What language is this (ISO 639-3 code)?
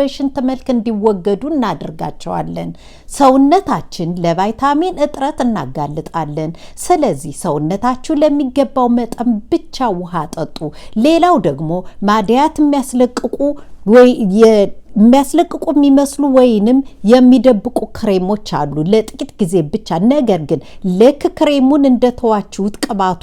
amh